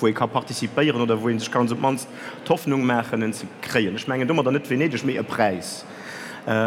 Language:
Luxembourgish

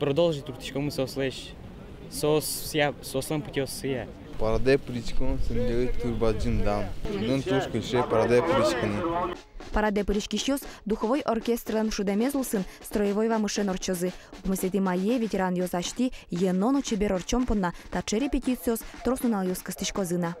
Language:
Udmurt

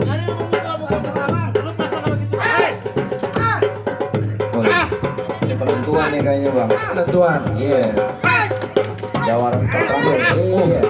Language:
Betawi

